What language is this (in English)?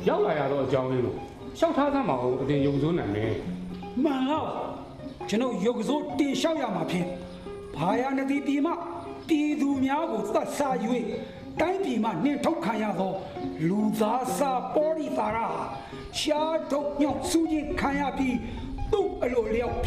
Burmese